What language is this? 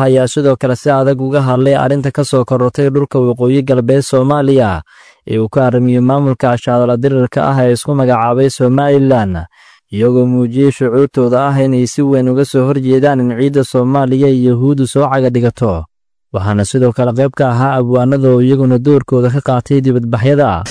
Somali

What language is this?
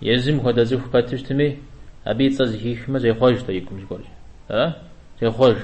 Kabardian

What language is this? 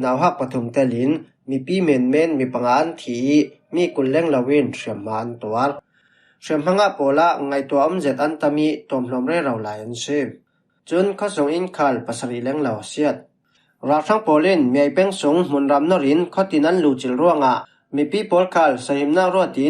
Falam Chin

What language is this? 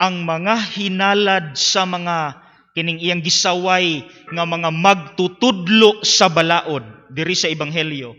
Cebuano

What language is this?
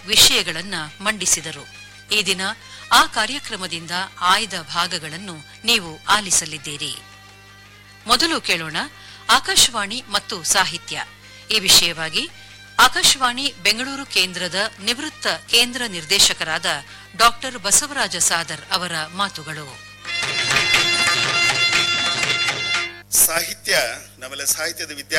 Kannada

